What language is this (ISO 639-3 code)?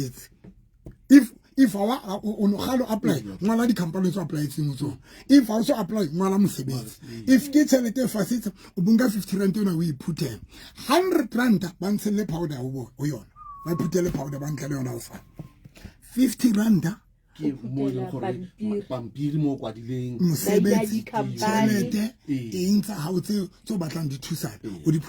sot